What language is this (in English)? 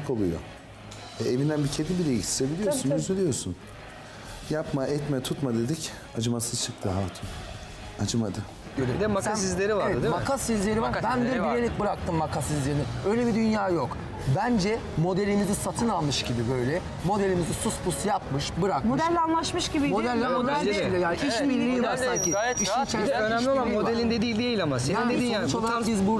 Turkish